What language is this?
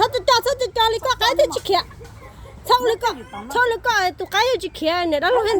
Hmong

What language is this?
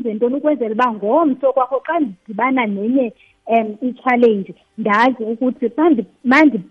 Xhosa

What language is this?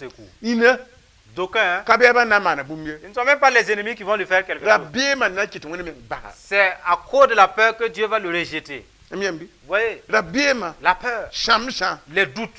Mossi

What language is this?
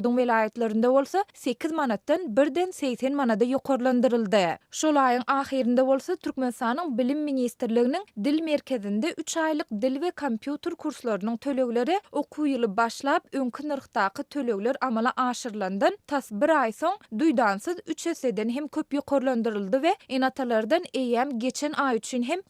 Turkmen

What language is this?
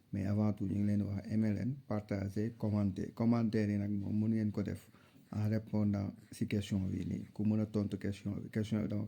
Wolof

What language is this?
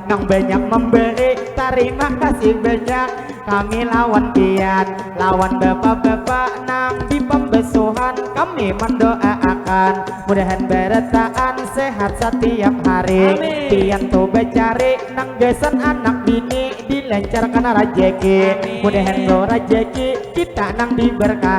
Banjar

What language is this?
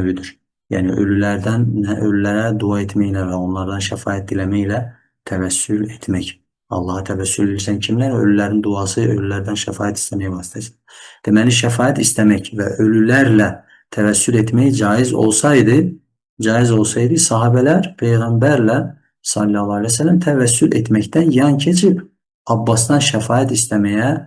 Azerbaijani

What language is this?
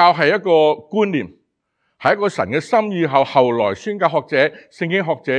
Cantonese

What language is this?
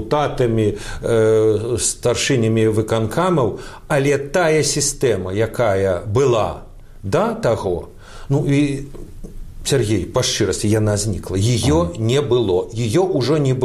Belarusian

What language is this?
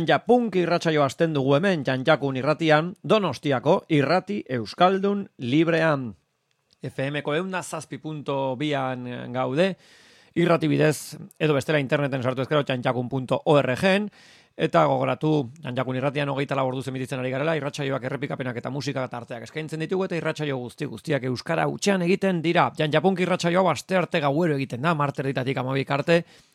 Basque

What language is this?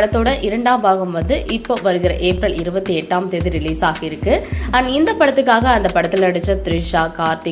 Tamil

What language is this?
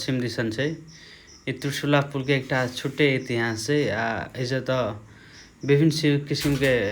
Maithili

